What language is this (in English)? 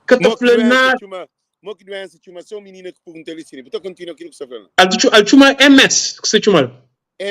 Kabuverdianu